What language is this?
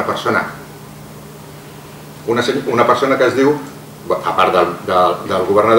Catalan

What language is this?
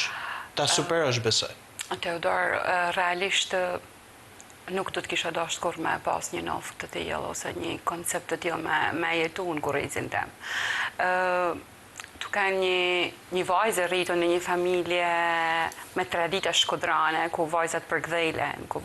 Albanian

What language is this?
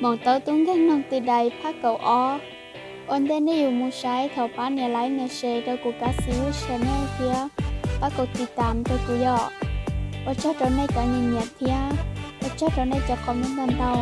Hmong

